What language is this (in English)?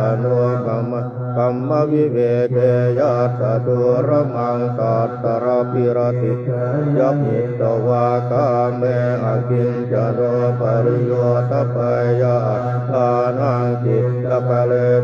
Pali